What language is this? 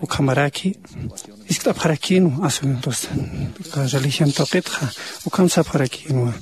Aymara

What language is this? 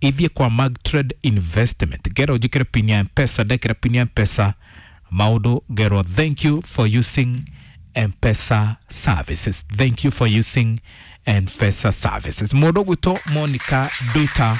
Kikuyu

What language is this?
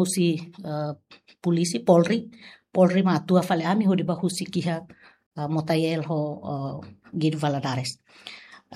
Tetum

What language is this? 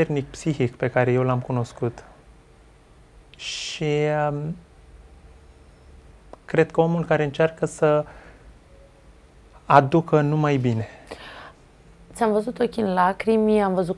Romanian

